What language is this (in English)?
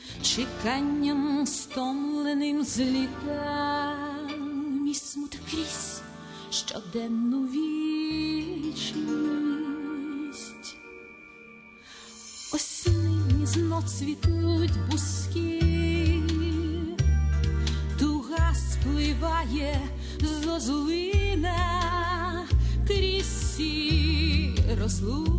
Ukrainian